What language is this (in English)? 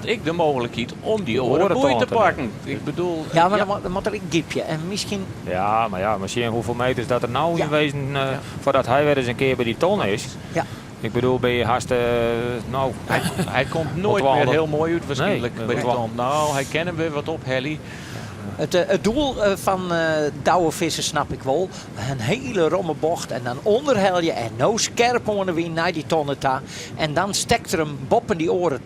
Western Frisian